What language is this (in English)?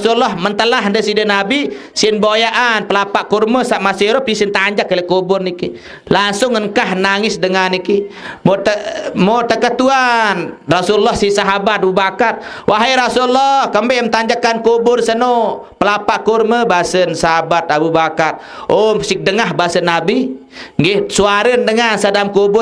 Sasak